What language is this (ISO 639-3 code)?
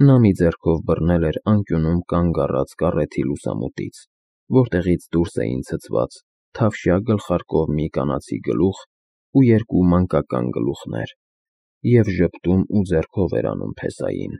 hye